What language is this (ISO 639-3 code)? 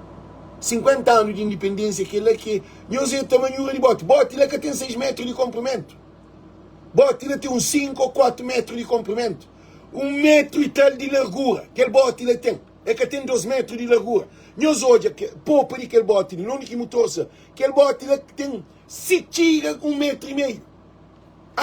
kea